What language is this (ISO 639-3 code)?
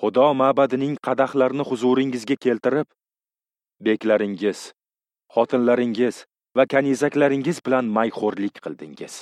uzb